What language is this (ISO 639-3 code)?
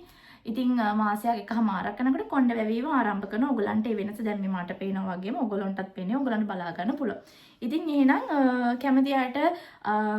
sin